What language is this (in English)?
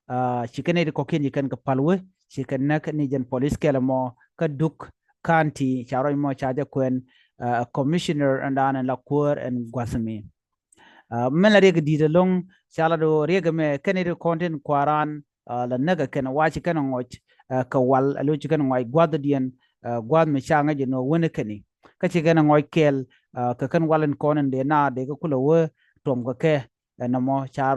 Nuer